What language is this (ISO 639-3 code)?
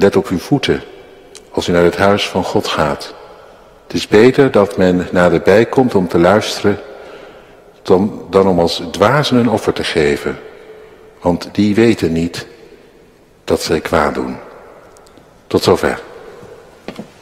nld